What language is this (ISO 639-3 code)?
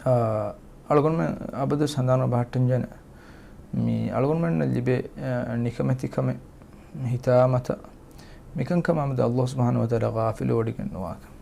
div